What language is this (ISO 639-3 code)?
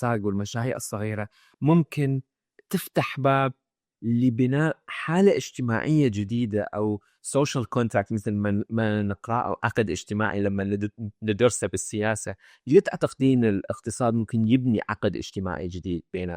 acm